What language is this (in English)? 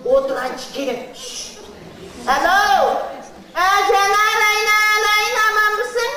Uyghur